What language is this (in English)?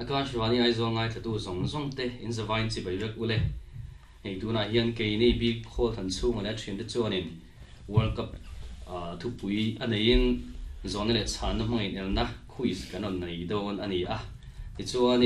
Mizo